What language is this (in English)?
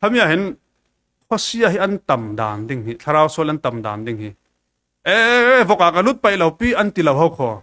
Falam Chin